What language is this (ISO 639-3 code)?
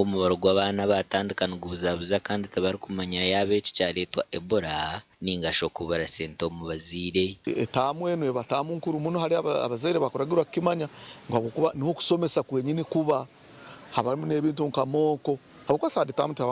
nyn